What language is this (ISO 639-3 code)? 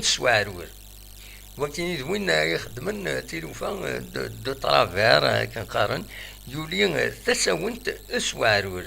kab